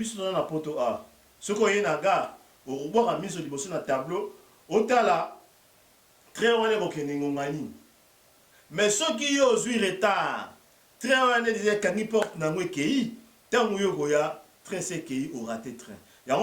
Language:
Lingala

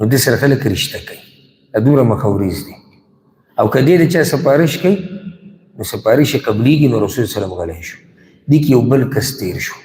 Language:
Pashto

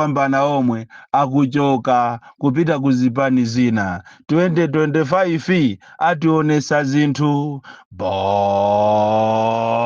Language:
Nyanja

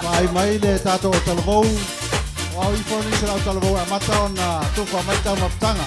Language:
Samoan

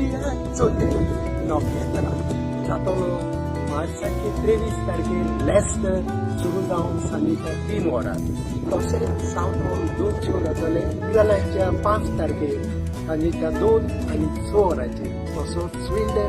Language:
Konkani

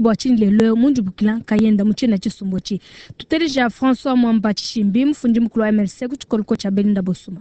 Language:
Luba-Lulua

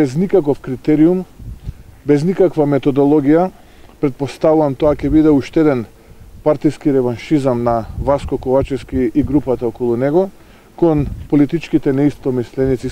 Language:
Macedonian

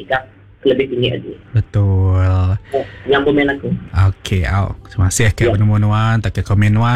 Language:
Iban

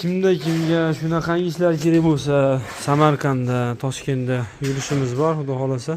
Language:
Uzbek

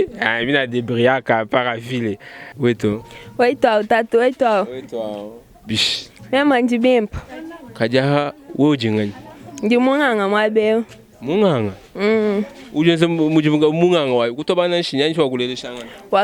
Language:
Luba-Lulua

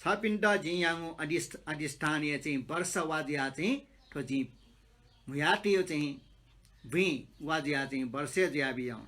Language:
Newari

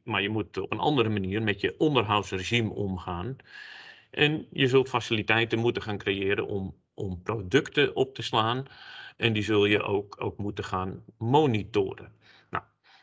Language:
Dutch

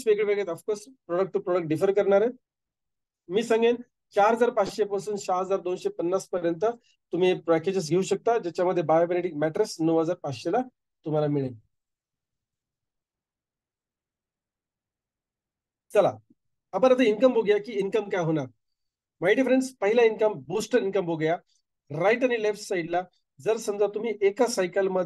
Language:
Marathi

